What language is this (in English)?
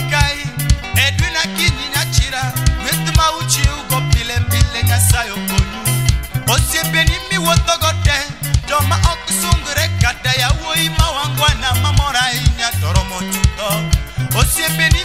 Luo (Kenya and Tanzania)